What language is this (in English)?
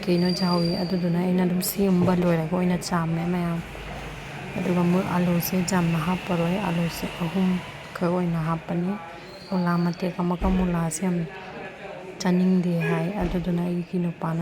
Manipuri